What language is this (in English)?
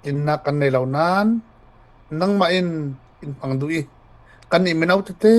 Falam Chin